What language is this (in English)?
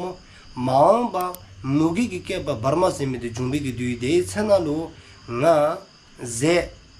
Dzongkha